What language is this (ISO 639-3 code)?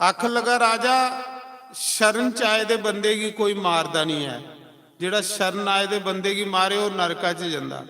doi